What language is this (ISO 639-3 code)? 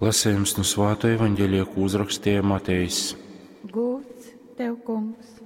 ltg